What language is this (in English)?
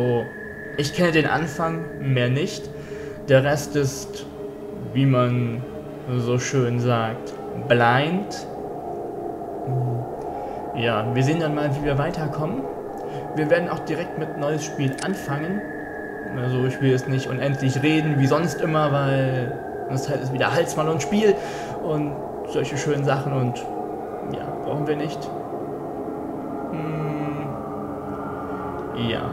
German